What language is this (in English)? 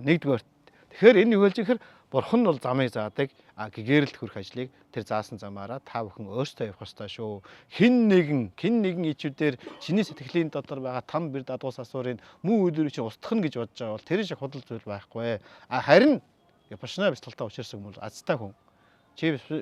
Mongolian